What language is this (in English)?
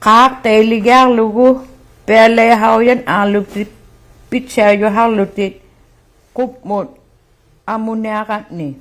Inuktitut